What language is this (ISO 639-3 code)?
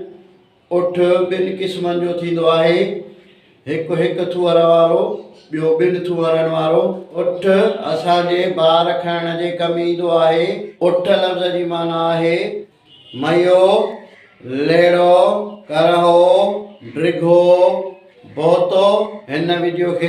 snd